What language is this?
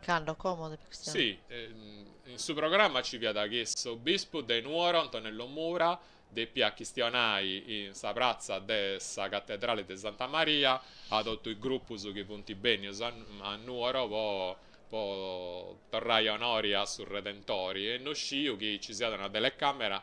Sardinian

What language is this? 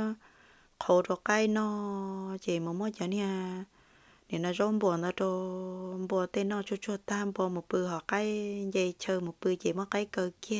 Hmong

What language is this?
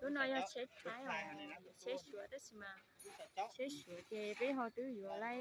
Hmong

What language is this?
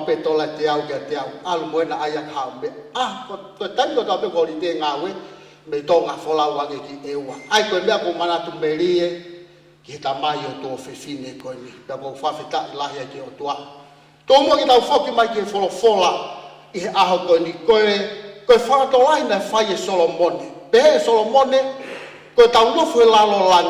Tongan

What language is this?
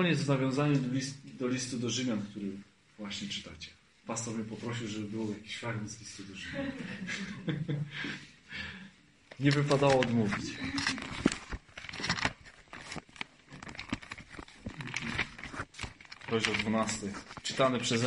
Polish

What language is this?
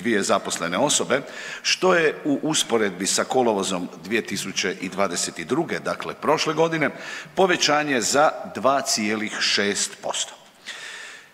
Croatian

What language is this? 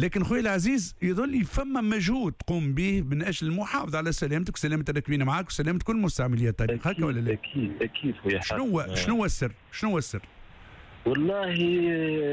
Tunisian Arabic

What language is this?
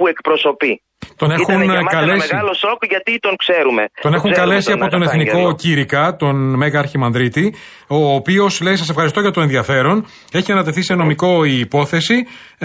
Greek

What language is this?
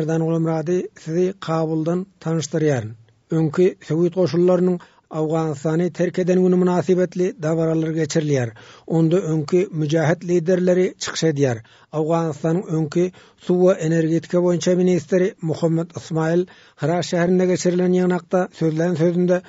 Turkmen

